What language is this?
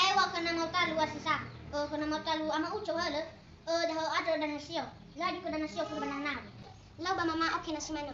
Nias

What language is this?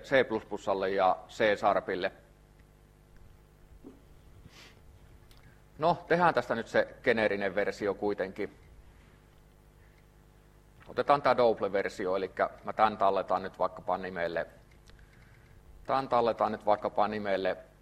Finnish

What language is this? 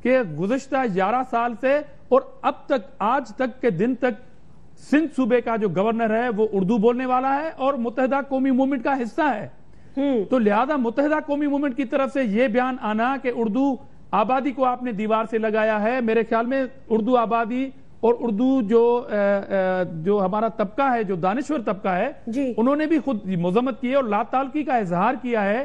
Urdu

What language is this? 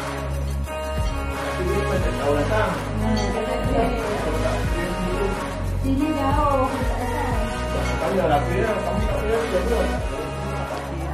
Malay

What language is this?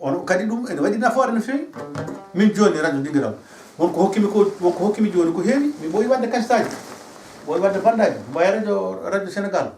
Fula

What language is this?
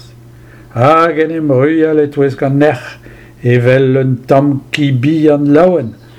Breton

